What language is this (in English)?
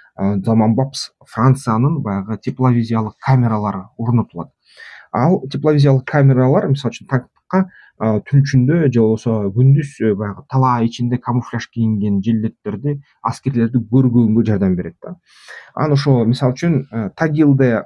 Kyrgyz